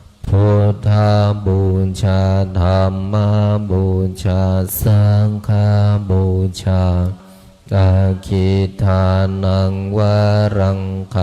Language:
Pali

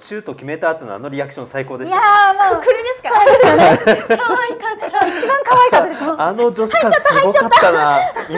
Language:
Japanese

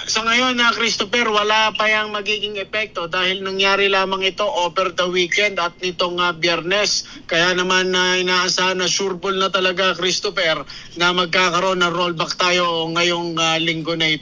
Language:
Filipino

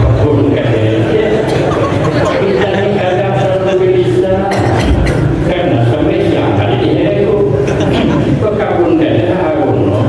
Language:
Banjar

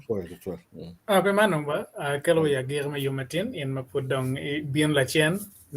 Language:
Acoli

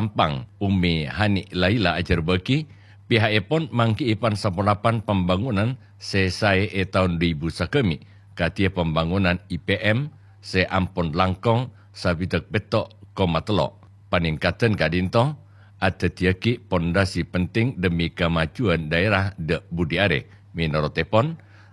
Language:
Madurese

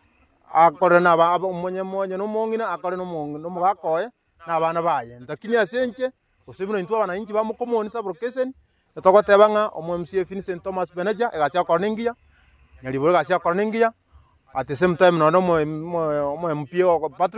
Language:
Gusii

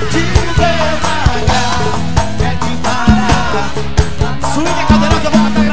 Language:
Portuguese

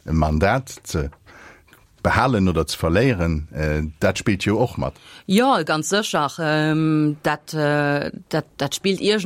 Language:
Luxembourgish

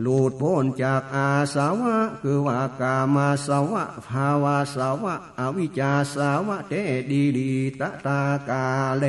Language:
Northern Thai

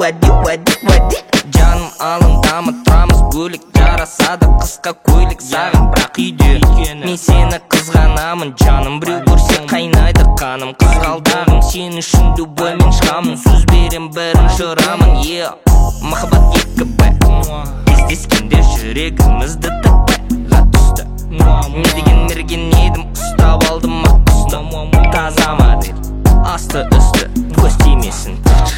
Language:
Kazakh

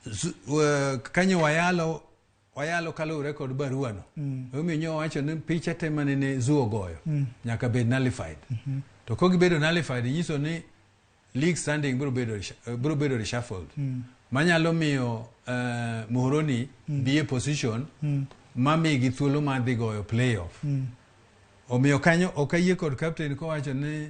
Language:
Luo (Kenya and Tanzania)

